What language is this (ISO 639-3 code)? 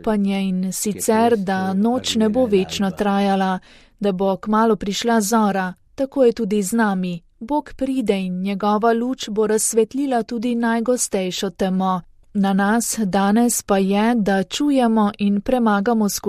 slv